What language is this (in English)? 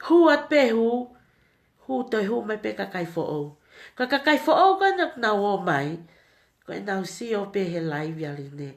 Tongan